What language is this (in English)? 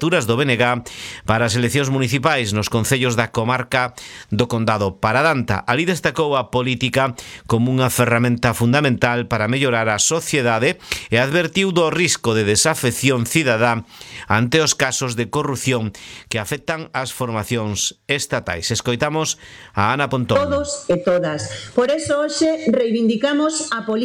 Galician